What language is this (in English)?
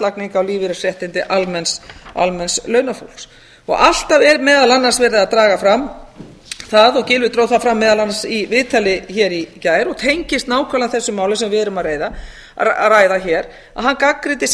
Icelandic